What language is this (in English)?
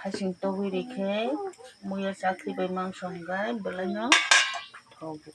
Kok Borok